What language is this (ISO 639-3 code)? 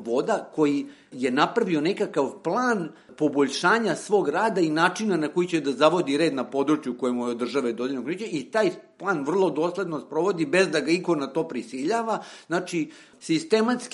srp